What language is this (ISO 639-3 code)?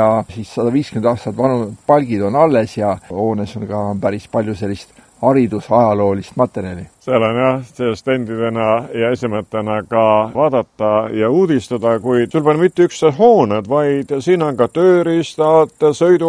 est